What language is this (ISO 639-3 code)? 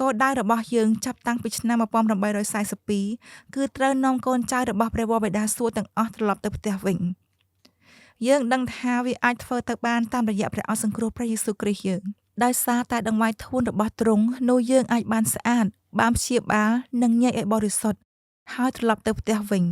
khm